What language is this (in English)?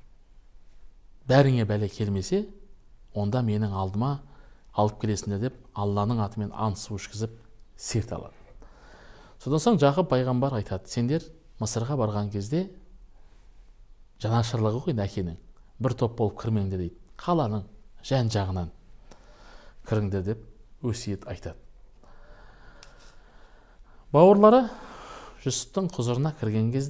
Kazakh